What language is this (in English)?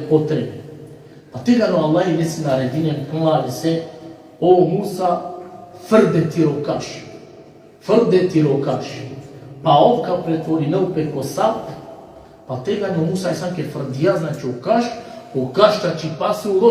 Balkan Romani